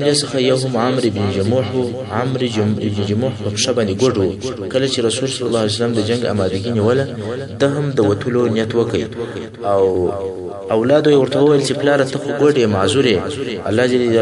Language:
Pashto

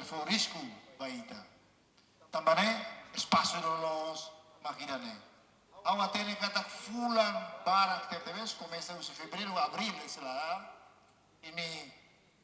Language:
Tetum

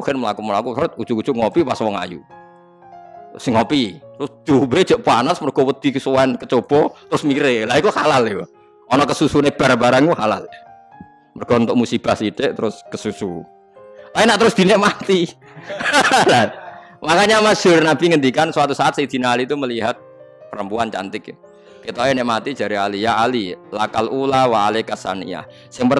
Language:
Javanese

